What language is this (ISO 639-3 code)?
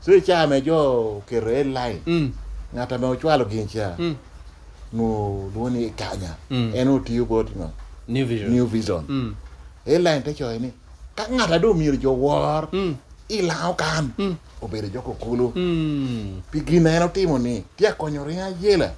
laj